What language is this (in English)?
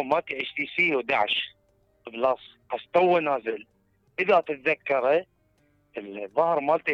Mesopotamian Arabic